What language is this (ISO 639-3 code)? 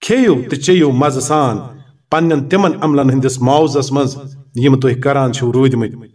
kas